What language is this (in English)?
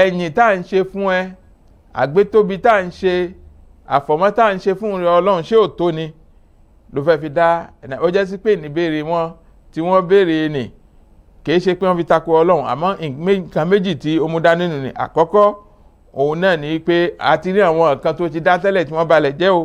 Yoruba